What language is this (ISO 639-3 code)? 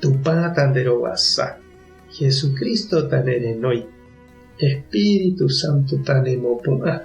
grn